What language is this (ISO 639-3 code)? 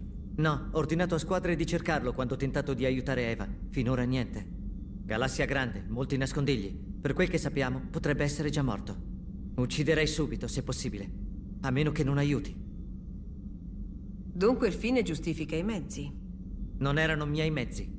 ita